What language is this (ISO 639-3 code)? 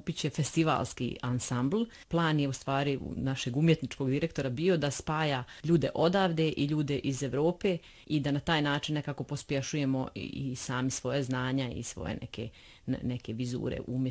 bos